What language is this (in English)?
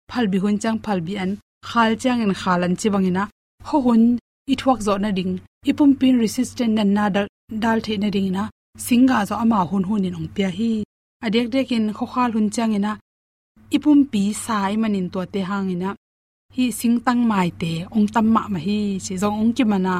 Tedim Chin